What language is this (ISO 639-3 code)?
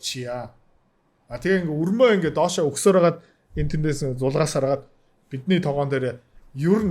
mon